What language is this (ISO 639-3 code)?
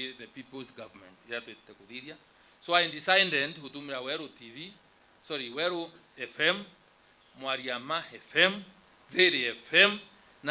mer